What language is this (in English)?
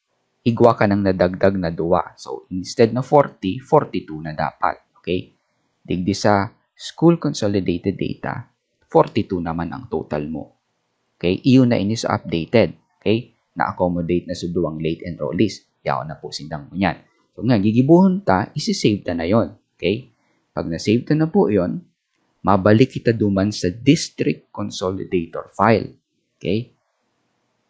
Bikol